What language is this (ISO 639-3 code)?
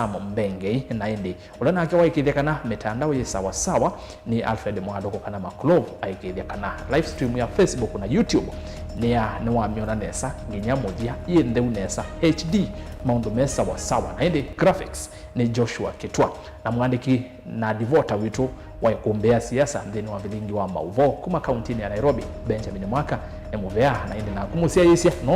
kam